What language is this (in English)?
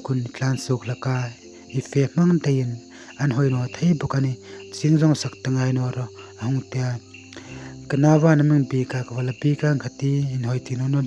Hmar